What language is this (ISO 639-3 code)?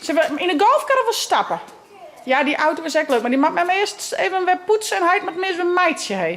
fry